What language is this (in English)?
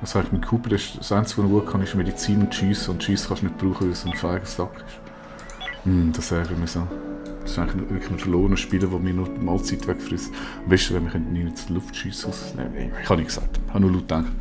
Swiss German